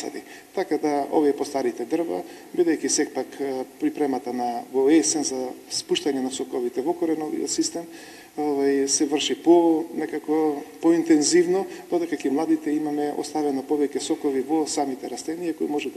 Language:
Macedonian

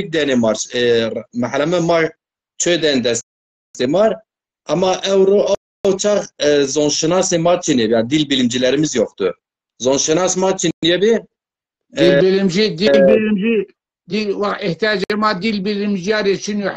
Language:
Zaza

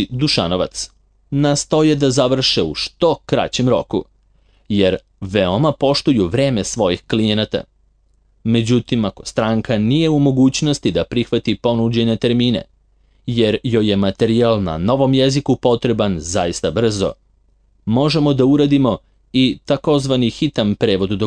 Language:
Serbian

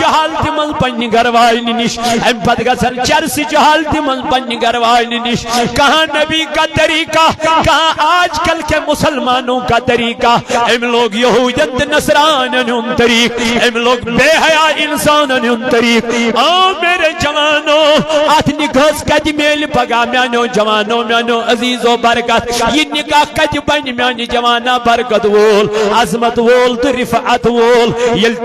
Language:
Kashmiri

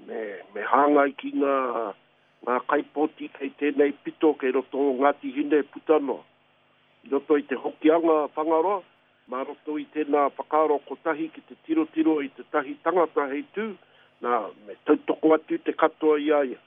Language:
Māori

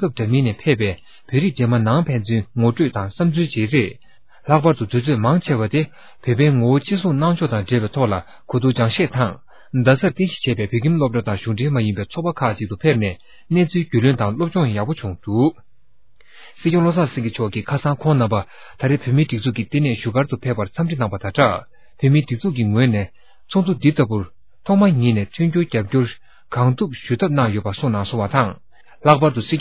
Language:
Tibetan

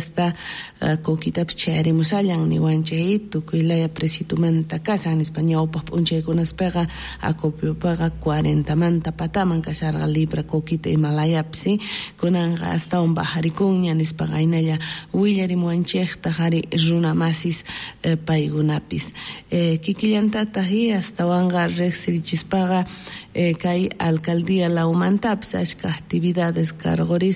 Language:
South Bolivian Quechua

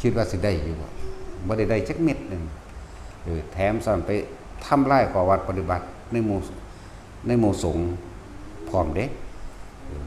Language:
Lao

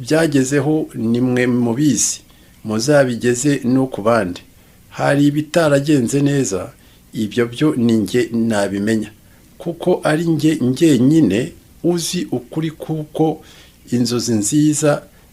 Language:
Kinyarwanda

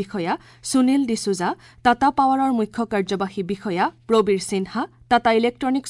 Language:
Assamese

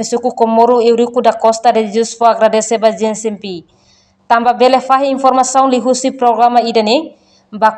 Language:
Tetum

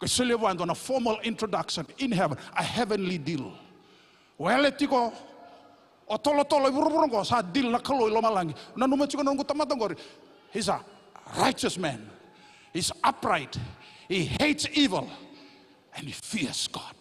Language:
Fijian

